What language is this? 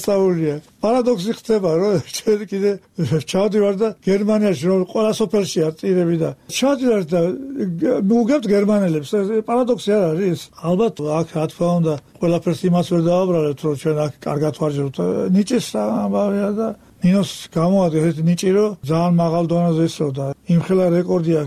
Georgian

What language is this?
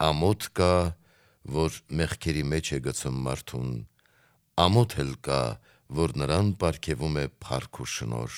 Armenian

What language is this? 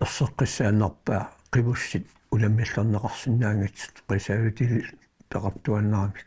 Kalaallisut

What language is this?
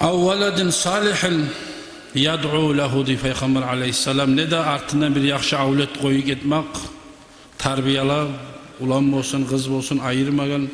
Kumyk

